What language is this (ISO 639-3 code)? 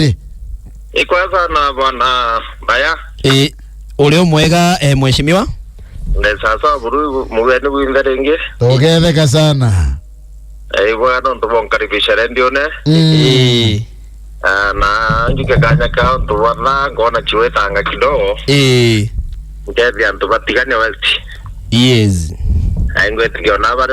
mer